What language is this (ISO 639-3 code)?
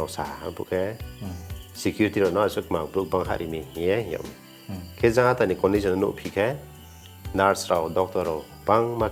ria